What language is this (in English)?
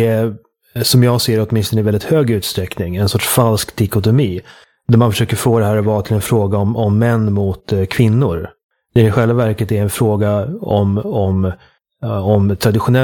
Swedish